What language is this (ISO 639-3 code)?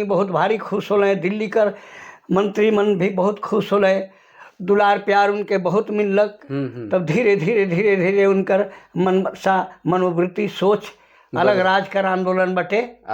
sck